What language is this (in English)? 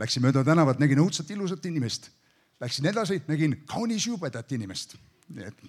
Estonian